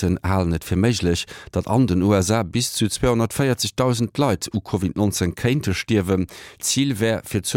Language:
Luxembourgish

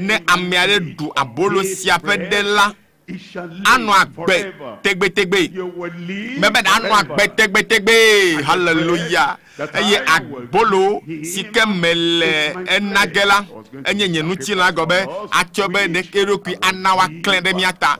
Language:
Ewe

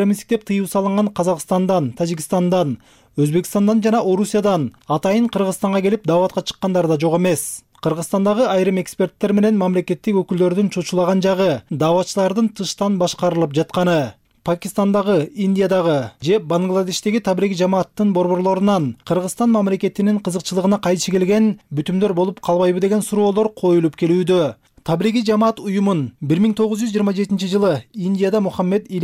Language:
Kyrgyz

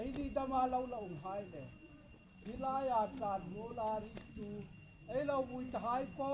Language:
Hmar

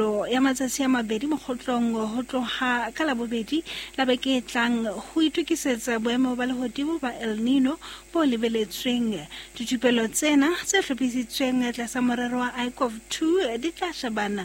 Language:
Southern Sotho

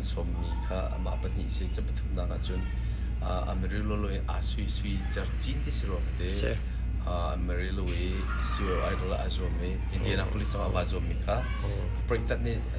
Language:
Hakha Chin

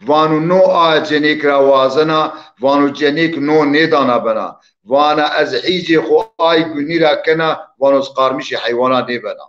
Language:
Zaza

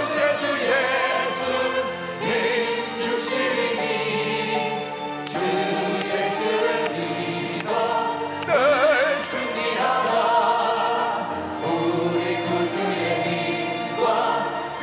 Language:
Korean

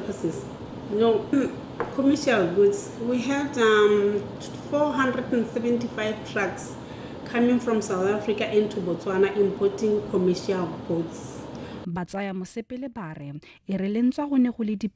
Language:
Tswana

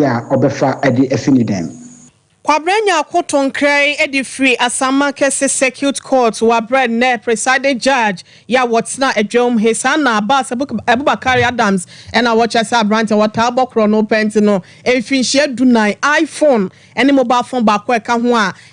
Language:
Akan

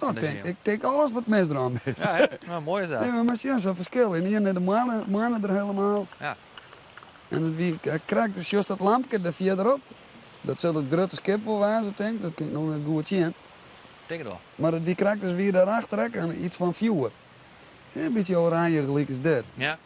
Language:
Western Frisian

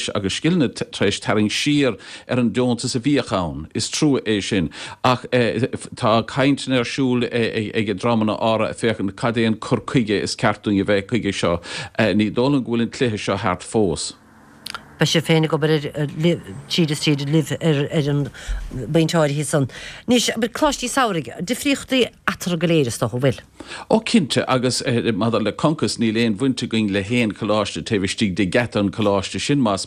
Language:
Irish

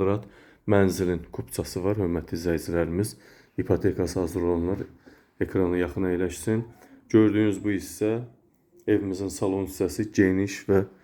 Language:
Azerbaijani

